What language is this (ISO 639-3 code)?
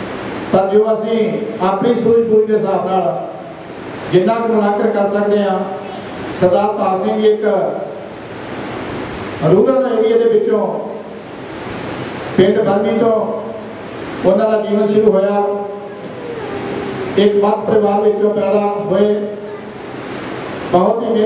pan